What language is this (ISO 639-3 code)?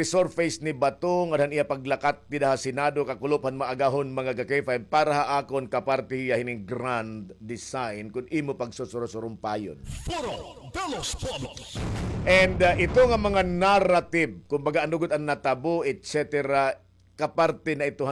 war